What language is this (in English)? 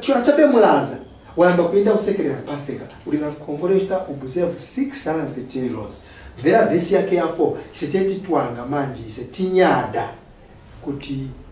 Nyanja